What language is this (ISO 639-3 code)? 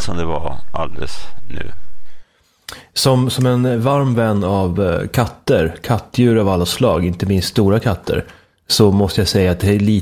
swe